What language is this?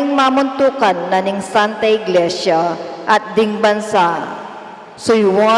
Pampanga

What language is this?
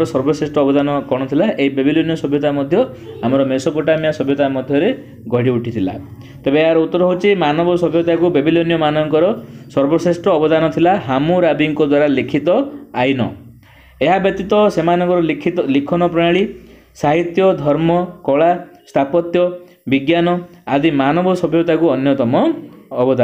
Odia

